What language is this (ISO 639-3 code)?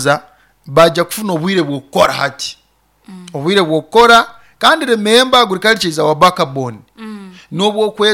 nyo